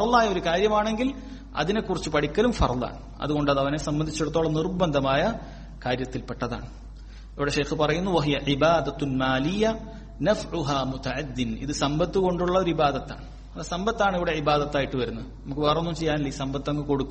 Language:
Malayalam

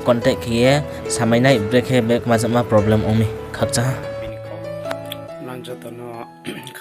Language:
Riang (India)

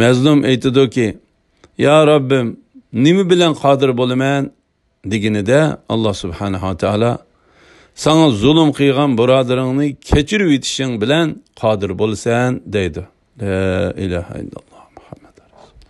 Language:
Uyghur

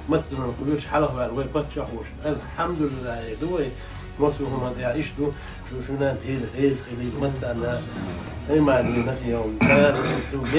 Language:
Chechen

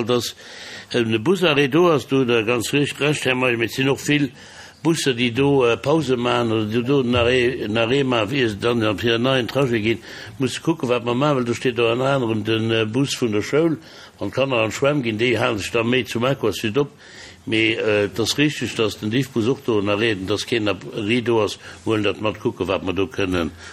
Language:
Luxembourgish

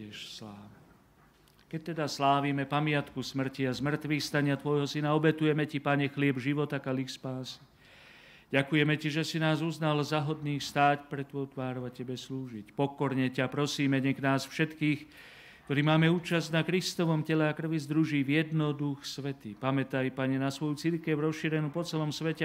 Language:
Slovak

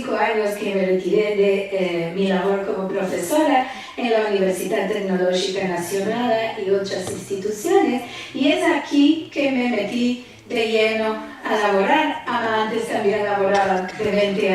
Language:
Ladino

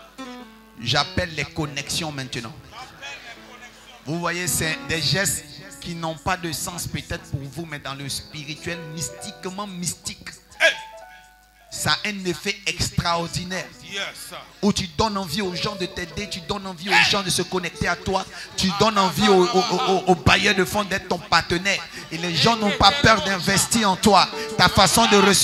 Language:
French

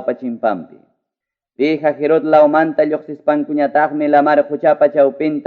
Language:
Ayacucho Quechua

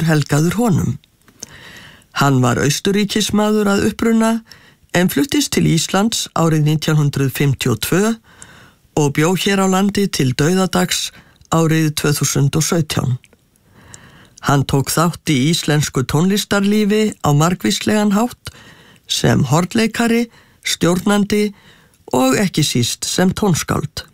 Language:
Icelandic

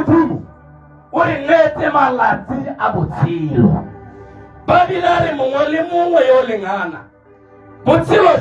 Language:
Tswana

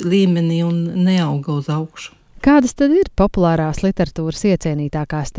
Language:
Latvian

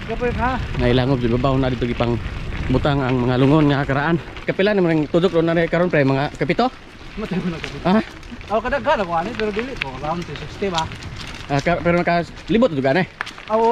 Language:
Cebuano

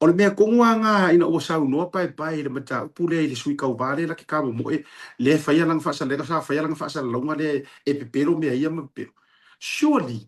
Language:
Samoan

